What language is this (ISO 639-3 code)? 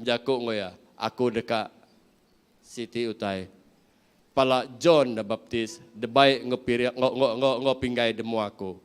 iba